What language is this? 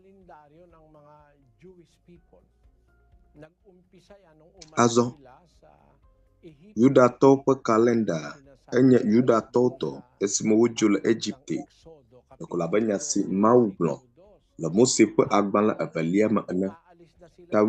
Ewe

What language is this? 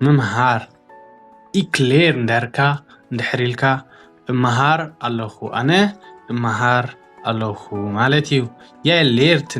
Tigrinya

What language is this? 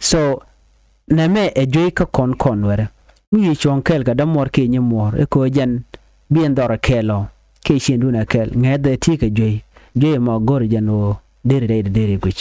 Nuer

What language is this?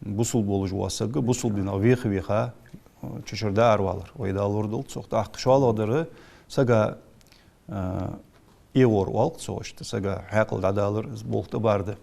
Ingush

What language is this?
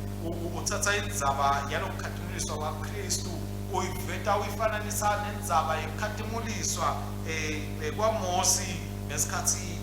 Swati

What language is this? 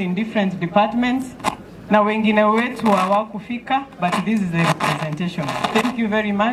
Gusii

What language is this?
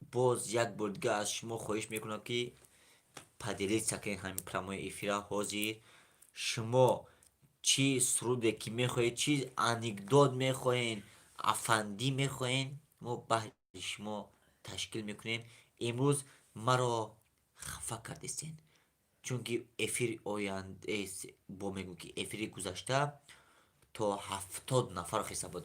Tajik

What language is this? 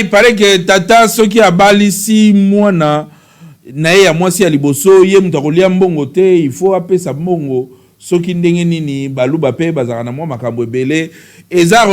Lingala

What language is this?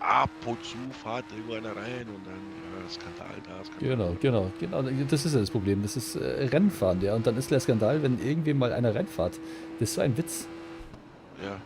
Bavarian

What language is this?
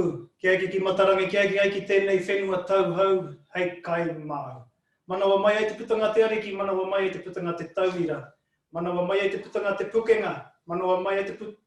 Māori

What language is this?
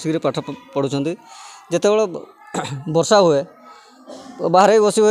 Odia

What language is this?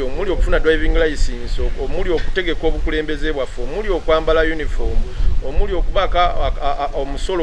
Ganda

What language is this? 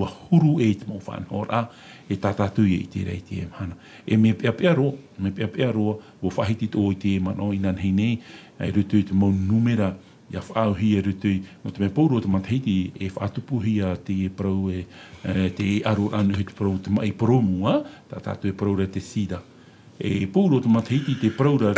Tahitian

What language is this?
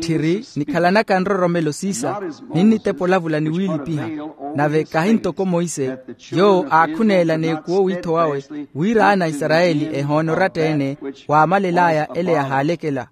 Makhuwa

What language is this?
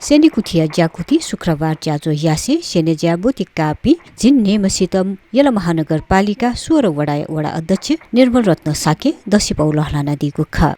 Newari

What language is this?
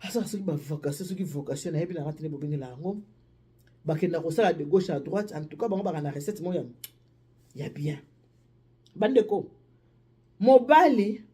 Lingala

